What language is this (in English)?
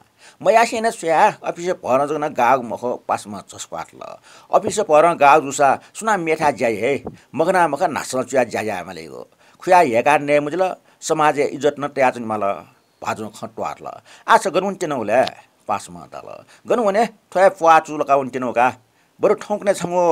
Newari